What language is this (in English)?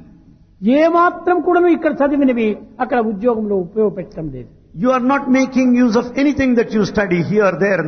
Telugu